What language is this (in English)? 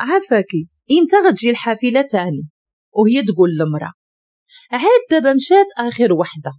Moroccan Arabic